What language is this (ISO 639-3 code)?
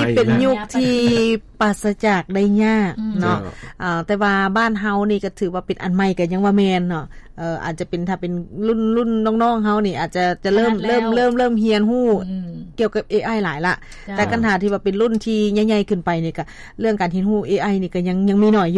lao